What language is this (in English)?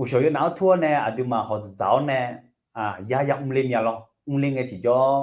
Akha